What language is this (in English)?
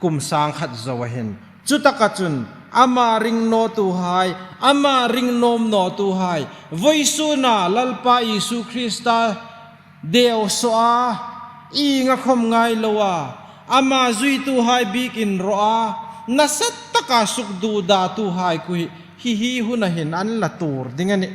Hmar